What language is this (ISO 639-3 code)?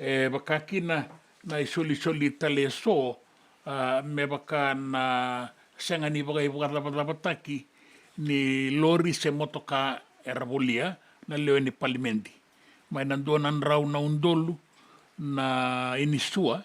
fij